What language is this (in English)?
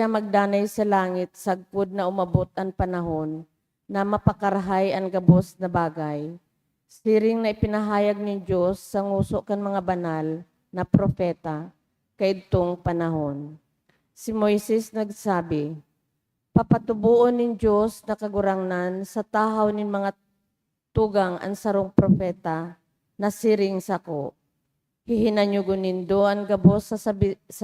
Bikol